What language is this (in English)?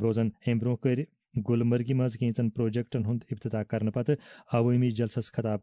Kashmiri